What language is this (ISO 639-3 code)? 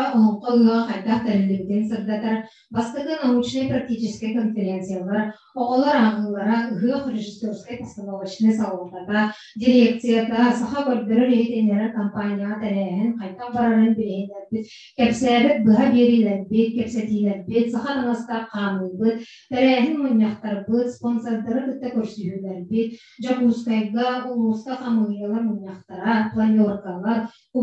sah